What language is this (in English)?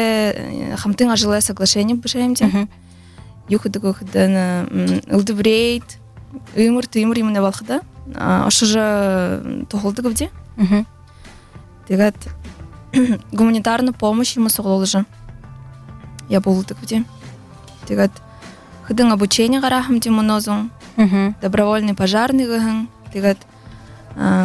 Buriat